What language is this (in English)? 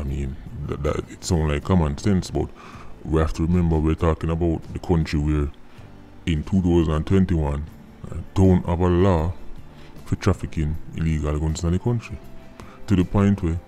Jamaican Creole English